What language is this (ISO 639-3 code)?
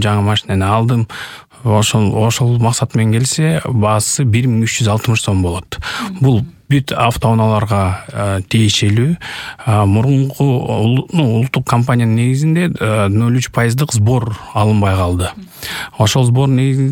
kir